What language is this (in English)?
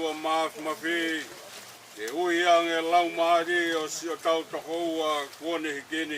Tongan